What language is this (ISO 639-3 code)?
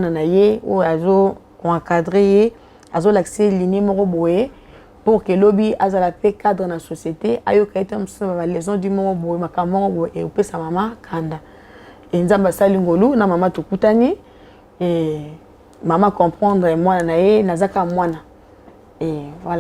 lin